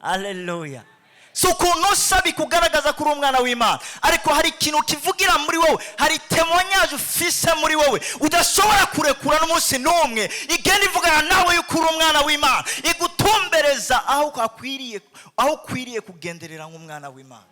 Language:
Rundi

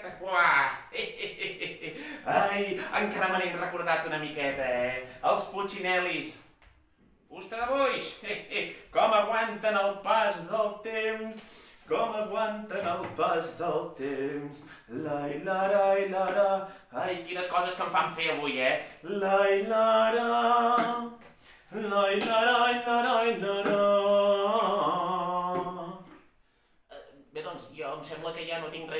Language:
Catalan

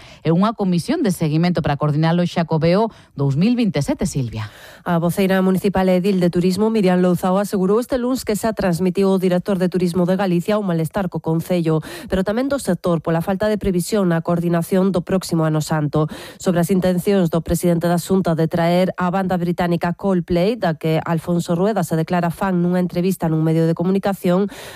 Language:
Galician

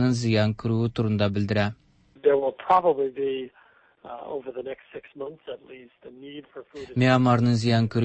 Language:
Tatar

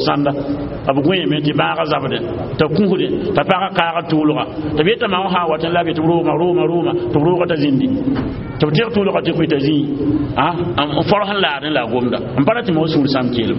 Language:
Mossi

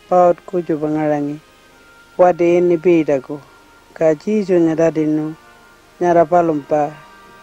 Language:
Pitjantjatjara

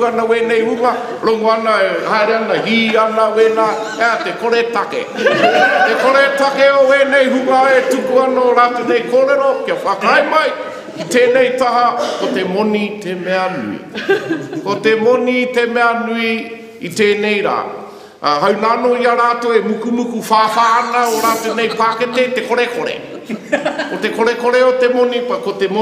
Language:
Māori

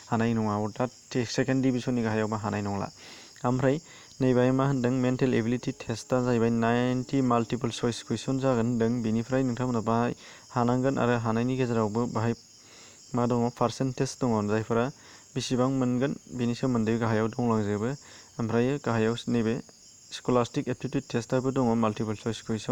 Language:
Bodo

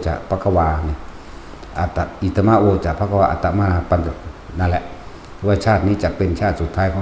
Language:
Northeastern Thai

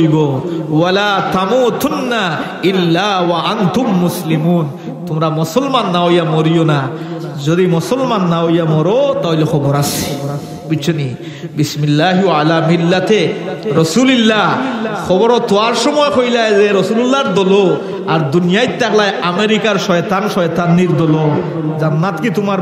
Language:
Sylheti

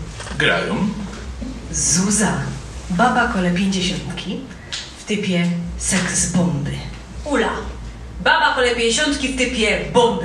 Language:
Silesian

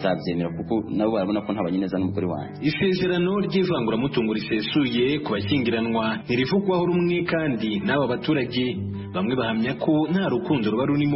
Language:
Kinyarwanda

